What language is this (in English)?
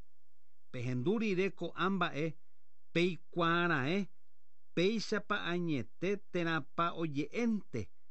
Guarani